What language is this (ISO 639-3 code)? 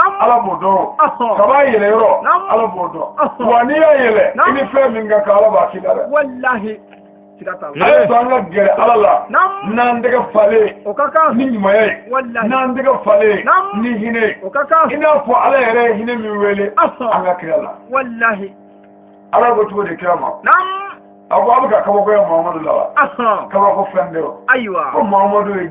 bam